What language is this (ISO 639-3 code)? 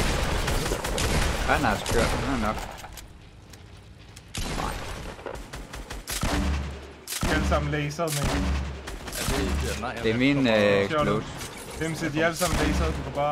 dan